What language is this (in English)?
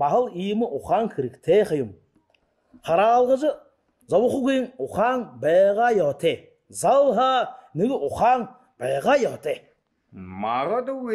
Buriat